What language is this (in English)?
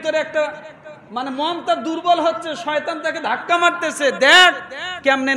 Bangla